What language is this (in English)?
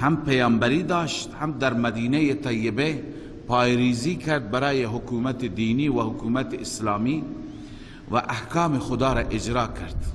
Persian